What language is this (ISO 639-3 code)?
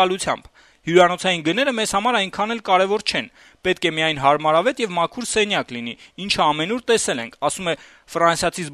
hye